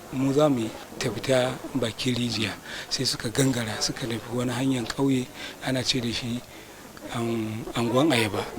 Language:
Hausa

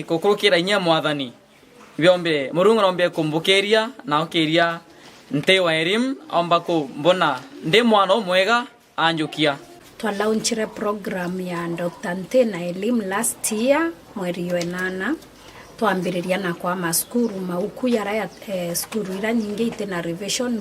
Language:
Meru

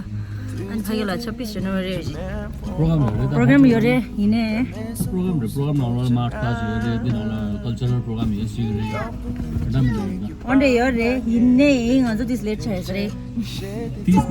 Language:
Tibetan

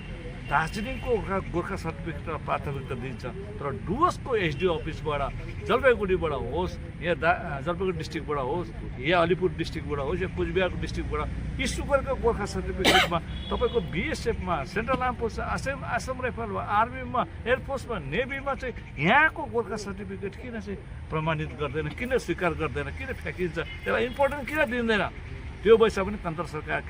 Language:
Nepali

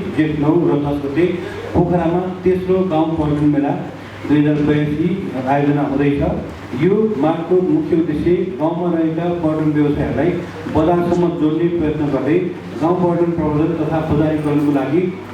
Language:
Nepali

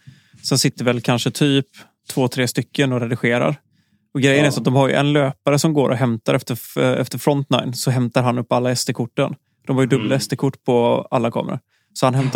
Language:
Swedish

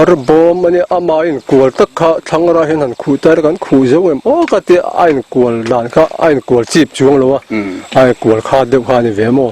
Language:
Mizo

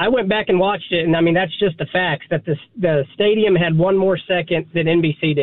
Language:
English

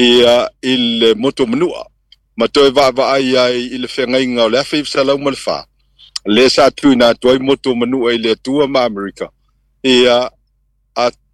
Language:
Samoan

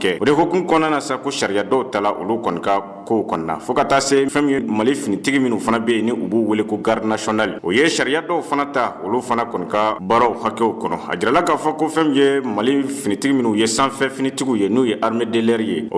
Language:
Bambara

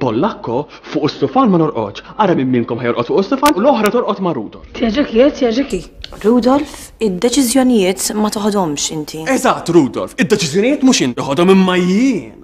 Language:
Maltese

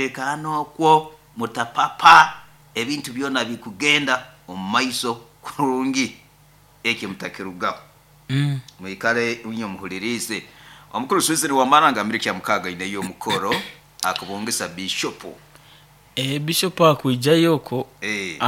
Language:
Nyoro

